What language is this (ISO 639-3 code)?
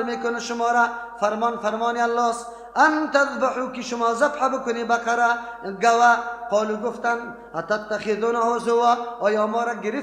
fas